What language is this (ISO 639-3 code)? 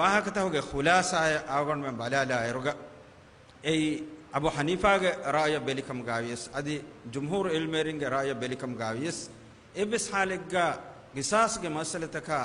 div